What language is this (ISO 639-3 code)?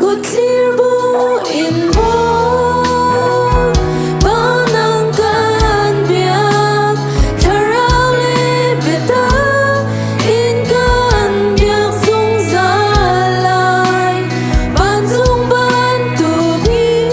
cnh